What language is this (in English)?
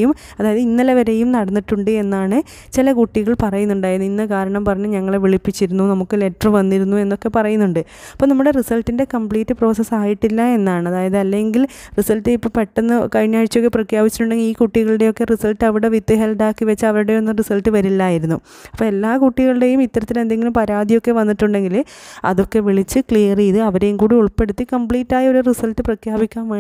Malayalam